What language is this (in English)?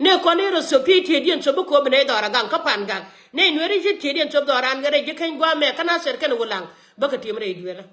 Nuer